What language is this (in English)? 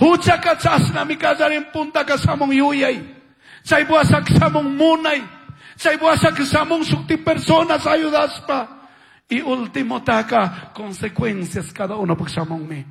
Chimborazo Highland Quichua